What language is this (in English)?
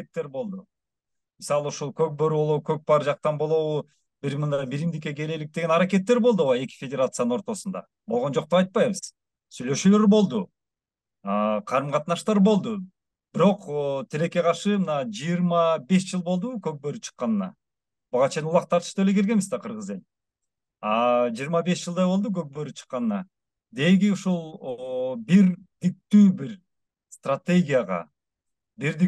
Kyrgyz